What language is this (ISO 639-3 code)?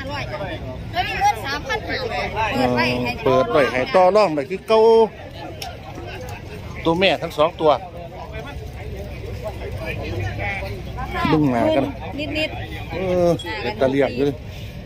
tts